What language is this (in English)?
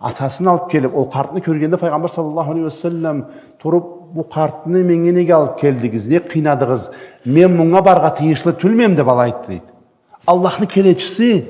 Karachay-Balkar